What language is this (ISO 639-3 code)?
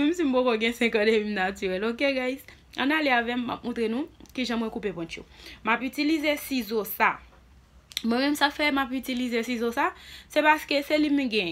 hat